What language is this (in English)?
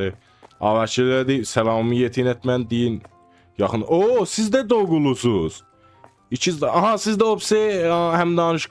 South Azerbaijani